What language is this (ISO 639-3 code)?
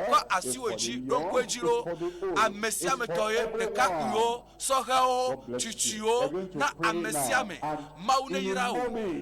ewe